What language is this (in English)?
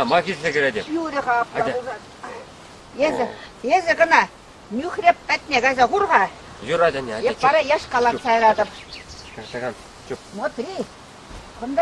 Chuvash